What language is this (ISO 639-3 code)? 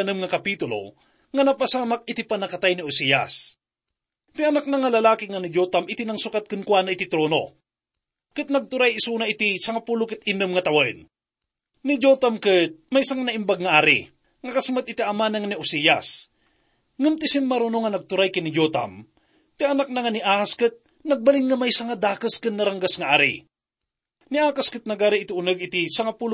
ilo